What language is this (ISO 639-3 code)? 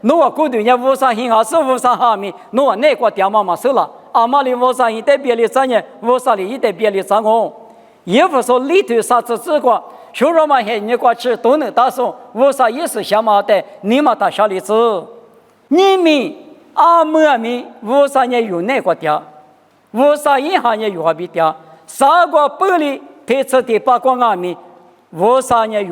lis